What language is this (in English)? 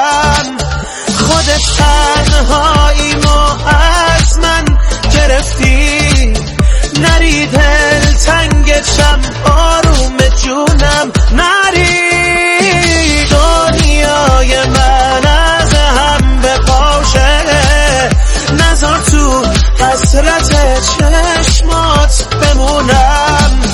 Persian